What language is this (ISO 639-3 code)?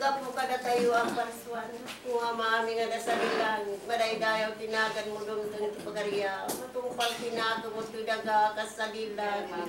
ilo